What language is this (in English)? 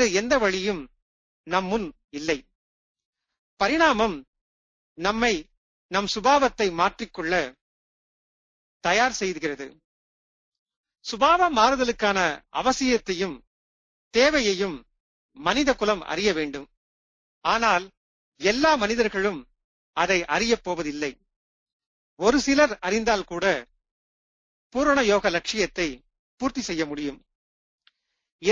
Tamil